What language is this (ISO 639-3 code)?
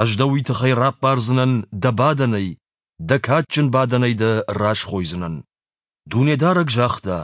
oss